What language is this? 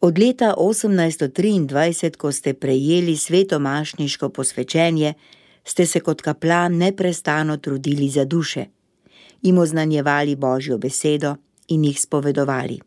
Slovenian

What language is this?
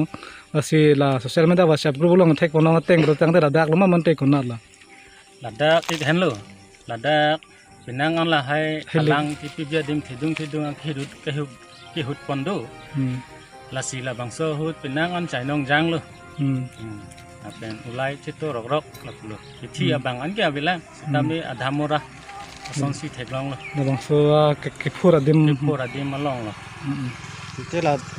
Karbi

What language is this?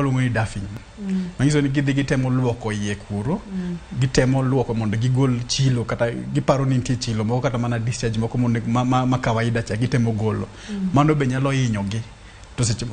Luo (Kenya and Tanzania)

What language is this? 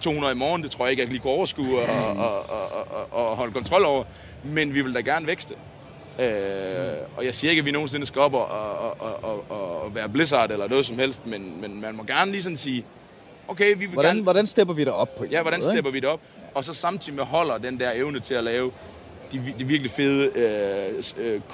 Danish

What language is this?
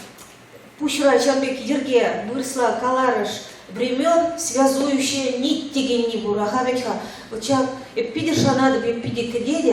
Chuvash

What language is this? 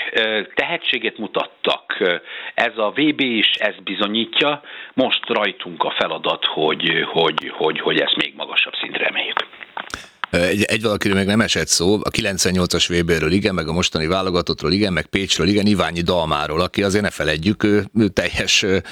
Hungarian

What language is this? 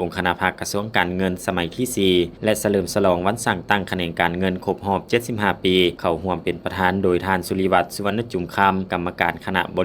Lao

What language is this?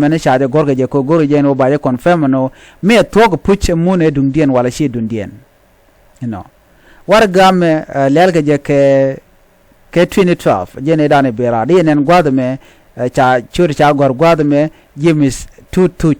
Nuer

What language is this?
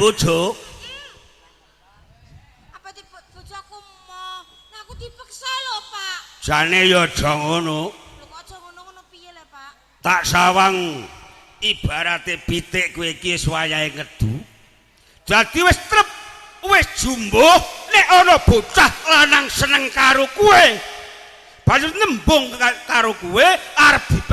Javanese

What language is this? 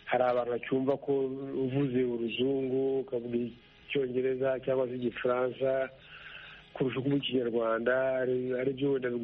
Kinyarwanda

